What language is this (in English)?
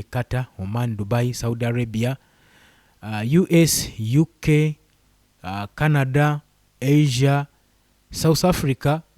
Ganda